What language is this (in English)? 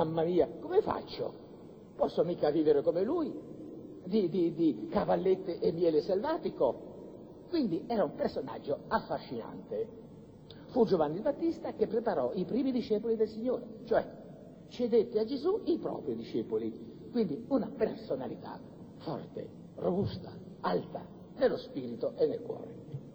Italian